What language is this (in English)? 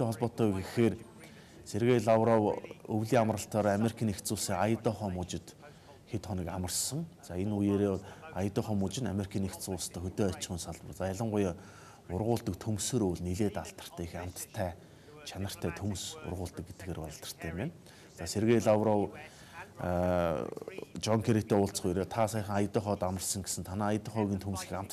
Mongolian